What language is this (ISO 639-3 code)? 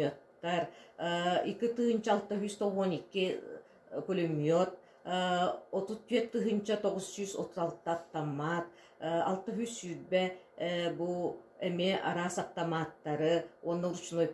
sah